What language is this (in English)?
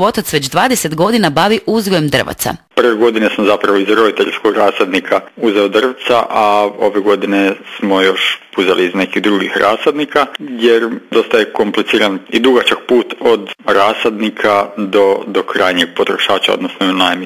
Croatian